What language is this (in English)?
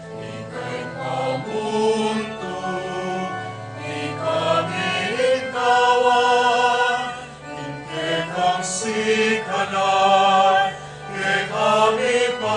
Pampanga